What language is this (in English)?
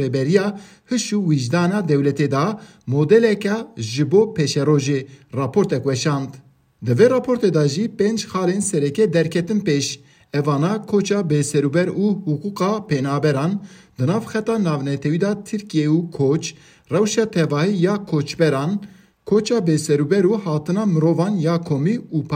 Kurdish